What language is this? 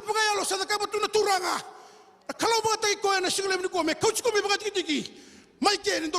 Fijian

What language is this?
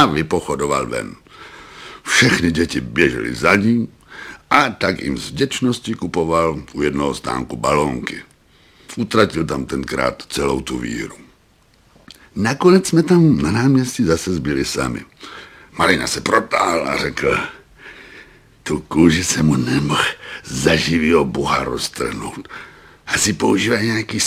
Czech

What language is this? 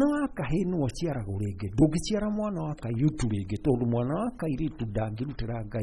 Kikuyu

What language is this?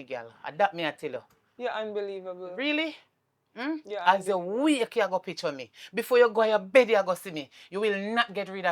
Jamaican Creole English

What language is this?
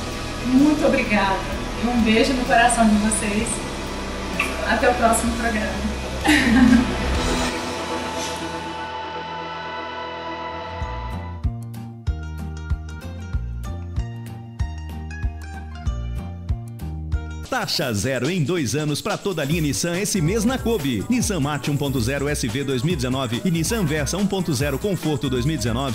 Portuguese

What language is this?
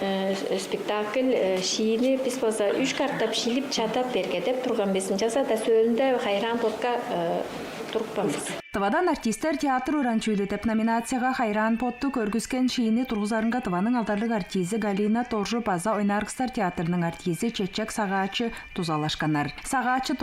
Tuvinian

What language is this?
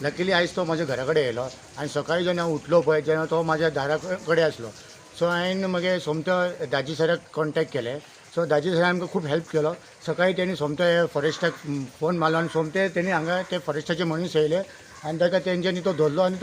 Konkani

